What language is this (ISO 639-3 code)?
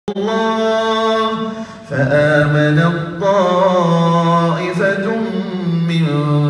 msa